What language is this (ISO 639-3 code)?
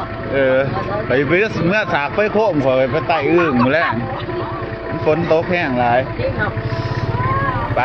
lao